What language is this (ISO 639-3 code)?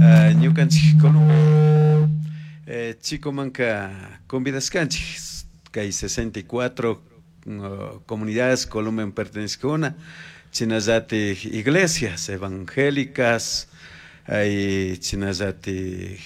qug